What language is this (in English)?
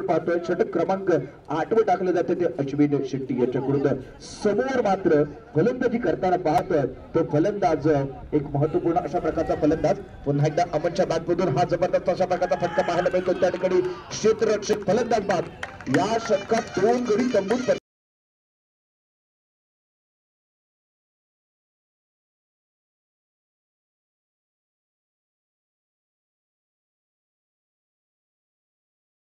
Marathi